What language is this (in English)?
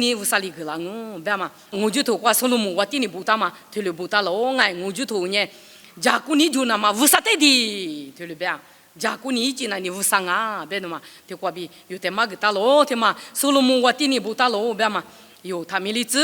Lisu